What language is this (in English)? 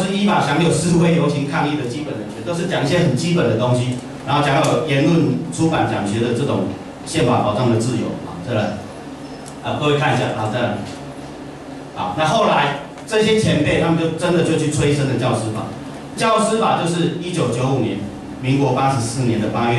Chinese